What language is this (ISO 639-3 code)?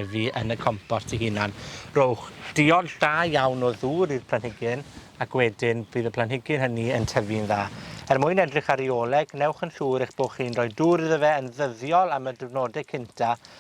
cym